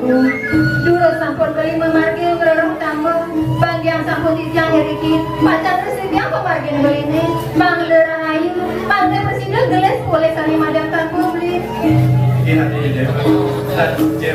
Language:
Balinese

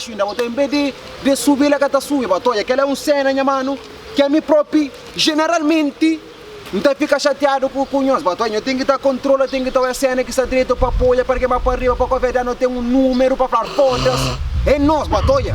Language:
Kabuverdianu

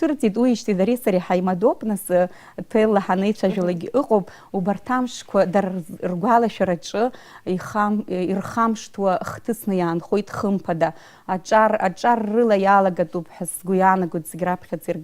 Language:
Abkhazian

